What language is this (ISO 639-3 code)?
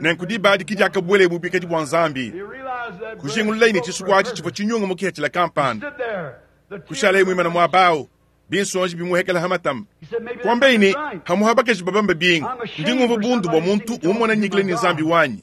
lua